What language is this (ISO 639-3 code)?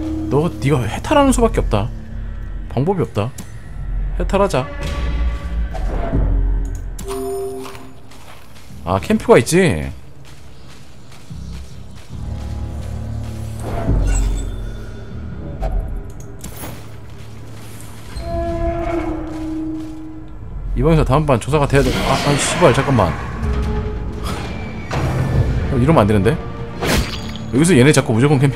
kor